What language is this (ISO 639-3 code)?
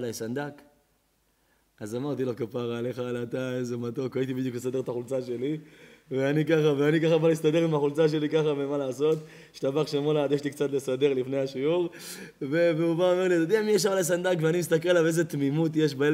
heb